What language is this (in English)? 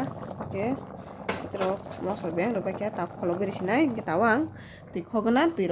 Kok Borok